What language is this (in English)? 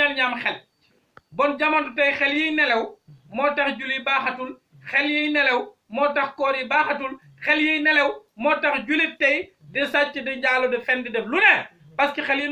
Wolof